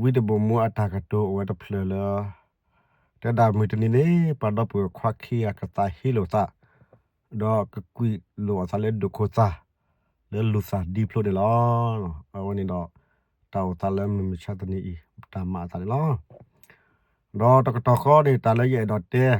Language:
S'gaw Karen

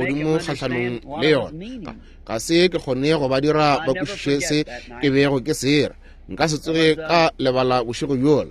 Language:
Northern Sotho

